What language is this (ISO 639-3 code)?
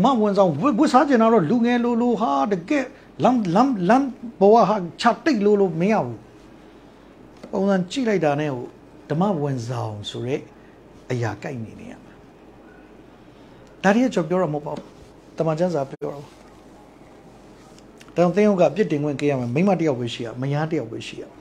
mya